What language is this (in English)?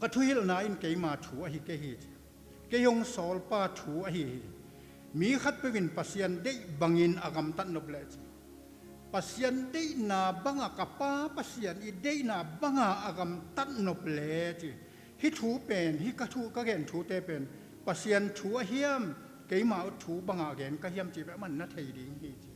Tedim Chin